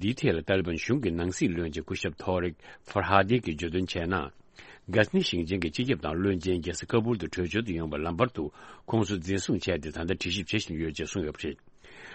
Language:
Tibetan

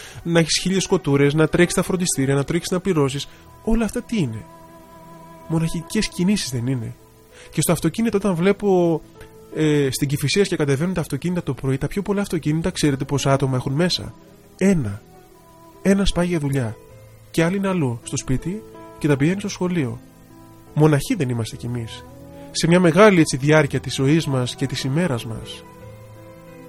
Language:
Greek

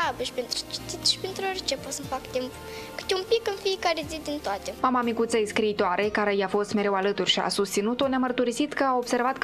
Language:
Romanian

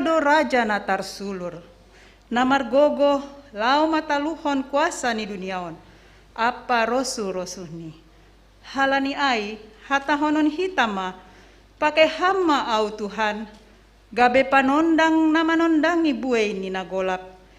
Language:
Batak Simalungun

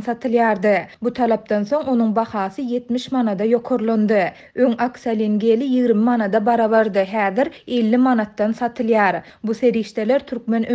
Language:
Turkmen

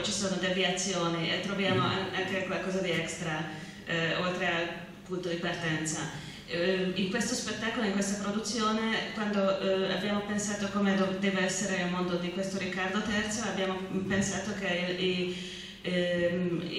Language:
Italian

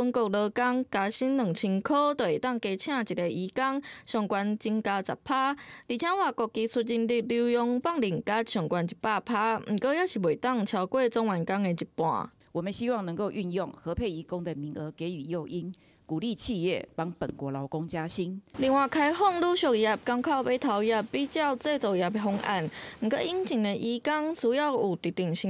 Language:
Min Nan Chinese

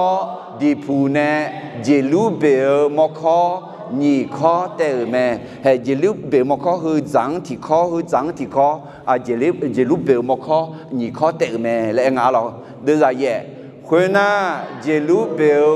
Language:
Akha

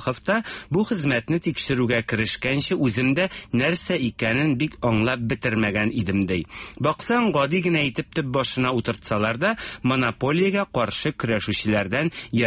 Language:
Tatar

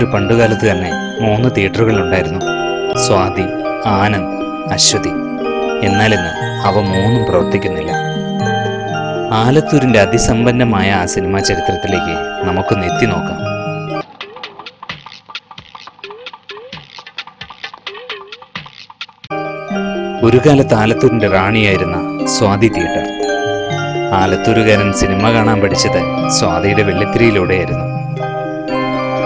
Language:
Malayalam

